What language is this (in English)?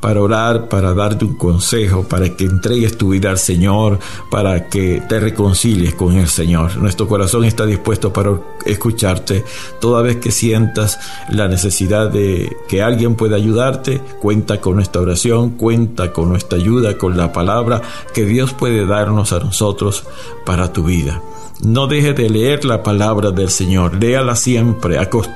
Spanish